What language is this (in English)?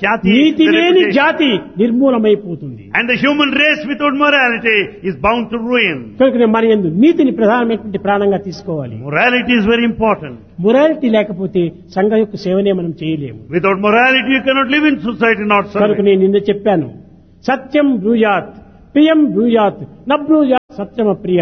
Telugu